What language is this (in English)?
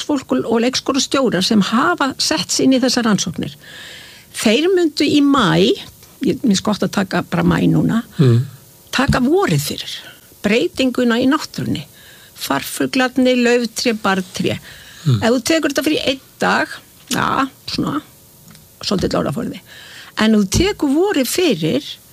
Icelandic